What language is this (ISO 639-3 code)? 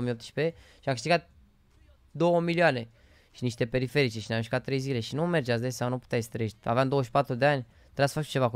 ron